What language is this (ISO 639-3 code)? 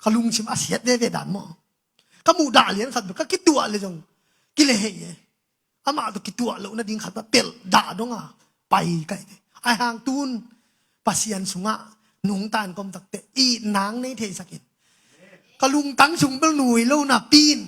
ctd